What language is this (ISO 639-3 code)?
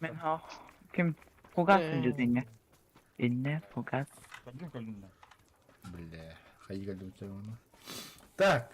sah